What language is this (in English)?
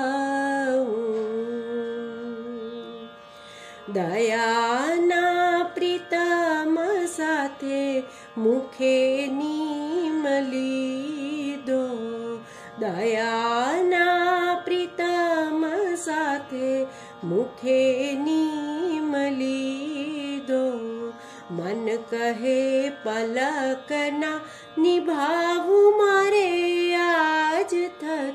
Gujarati